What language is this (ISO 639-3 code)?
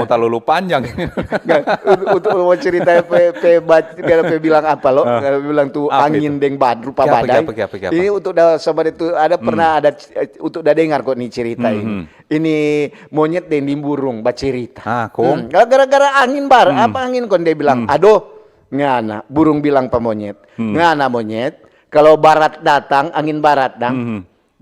xmm